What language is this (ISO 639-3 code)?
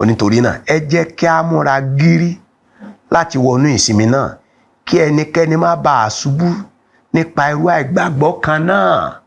yor